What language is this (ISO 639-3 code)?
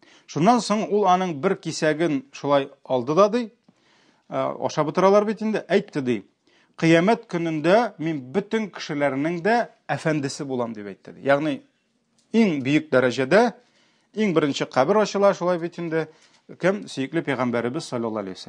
tat